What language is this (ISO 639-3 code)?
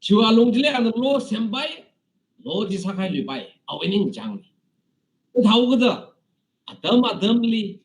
nmf